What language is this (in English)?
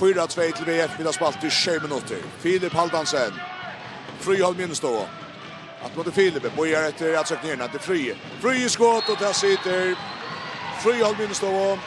Faroese